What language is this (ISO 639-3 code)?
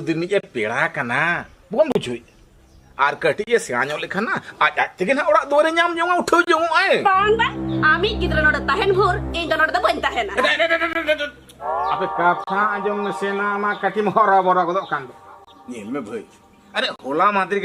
sat